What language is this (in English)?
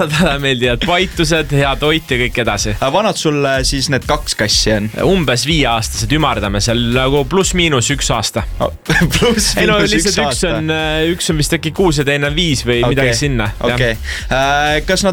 Estonian